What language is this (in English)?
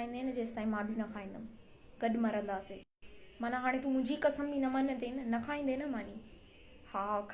Sindhi